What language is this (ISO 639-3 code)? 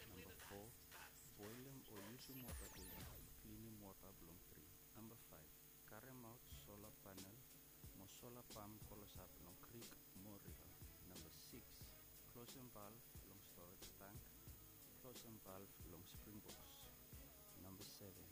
bis